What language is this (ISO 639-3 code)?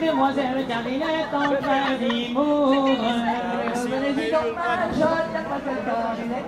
bre